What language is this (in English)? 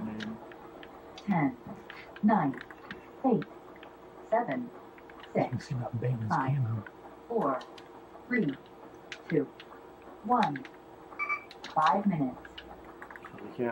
English